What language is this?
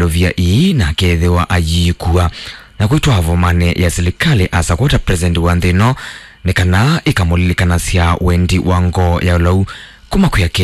Kamba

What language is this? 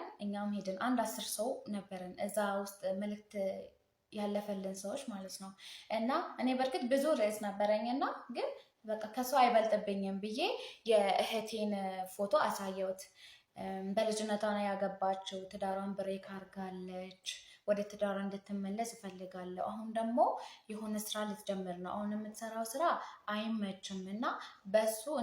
Amharic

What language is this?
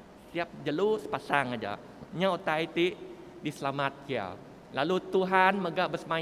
Iban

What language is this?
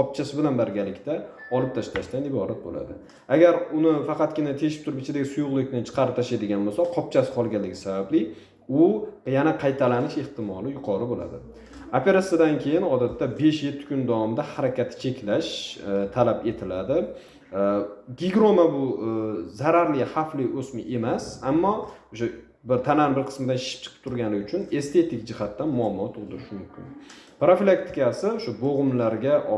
Uzbek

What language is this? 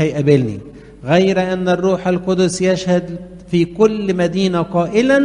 Egyptian Arabic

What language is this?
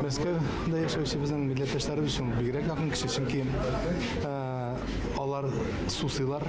Tatar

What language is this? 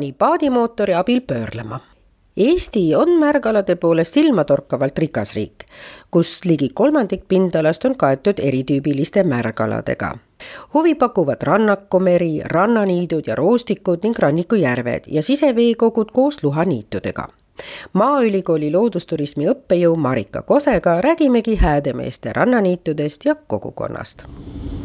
Estonian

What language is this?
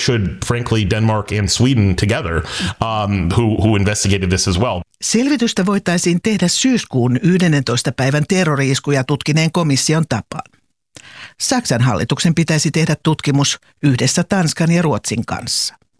Finnish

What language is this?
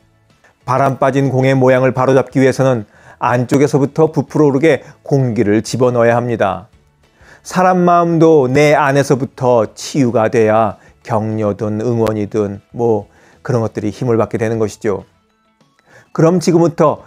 Korean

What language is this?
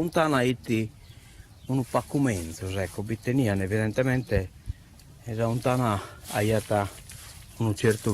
Sardinian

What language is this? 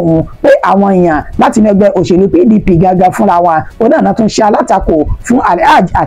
Yoruba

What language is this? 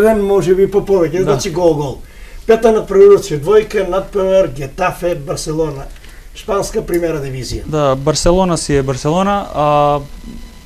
Macedonian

